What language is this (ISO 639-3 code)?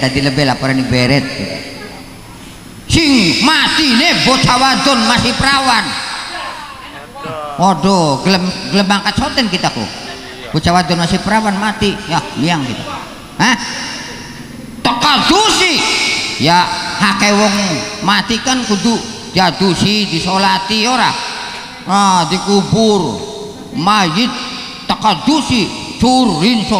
jav